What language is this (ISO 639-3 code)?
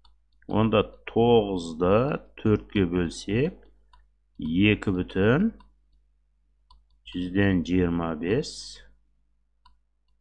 kaz